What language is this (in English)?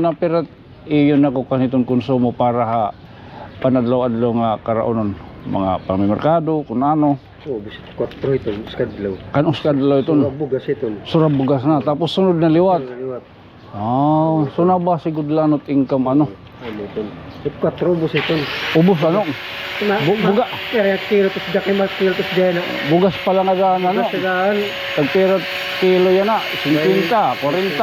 Waray